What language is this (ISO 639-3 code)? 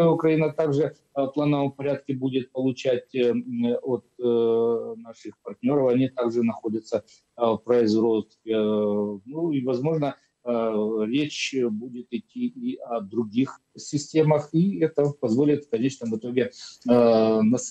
rus